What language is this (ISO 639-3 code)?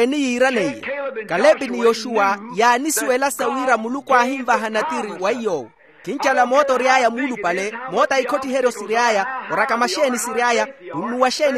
vmw